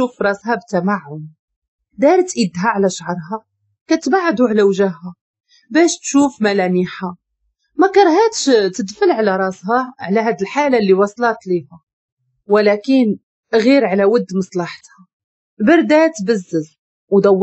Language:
Moroccan Arabic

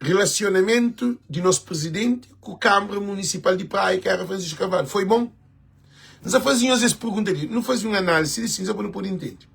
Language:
Kabuverdianu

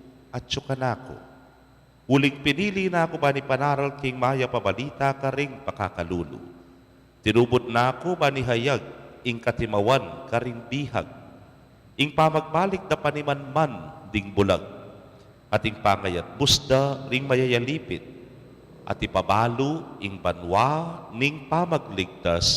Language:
Pampanga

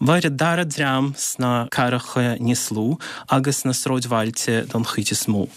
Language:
Irish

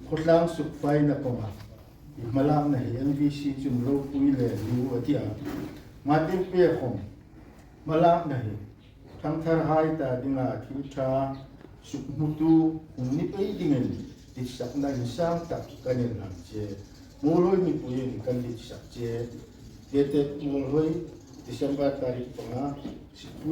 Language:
Hmar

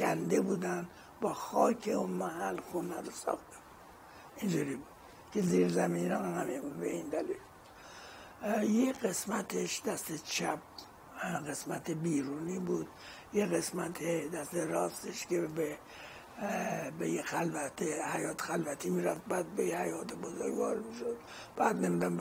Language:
Persian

